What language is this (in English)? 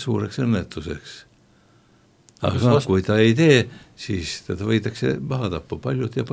Estonian